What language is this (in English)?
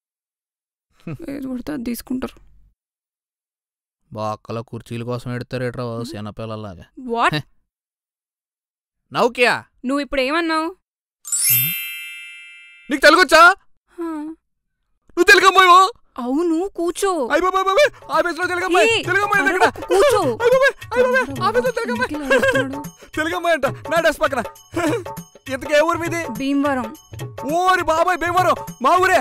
Telugu